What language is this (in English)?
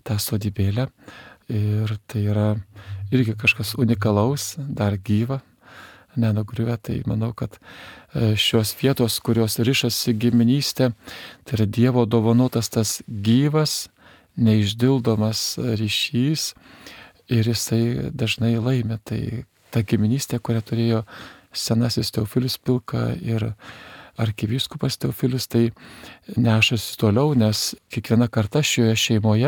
Lithuanian